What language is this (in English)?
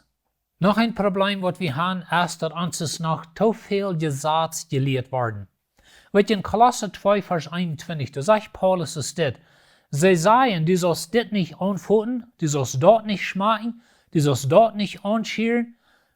Plautdietsch